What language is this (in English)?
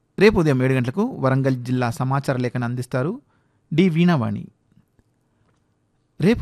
Telugu